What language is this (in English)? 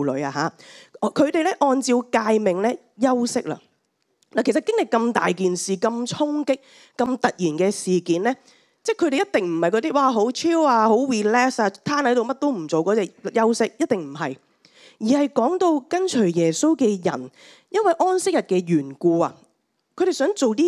Cantonese